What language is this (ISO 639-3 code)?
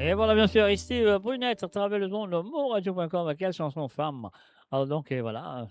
mfe